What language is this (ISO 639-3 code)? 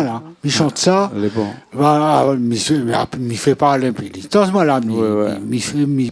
rcf